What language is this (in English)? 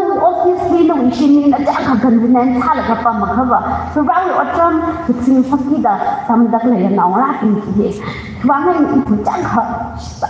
Tangkhul Naga (India)